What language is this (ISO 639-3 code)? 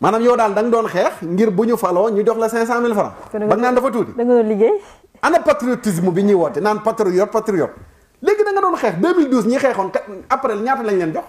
wol